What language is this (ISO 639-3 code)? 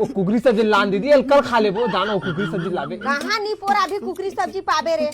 hne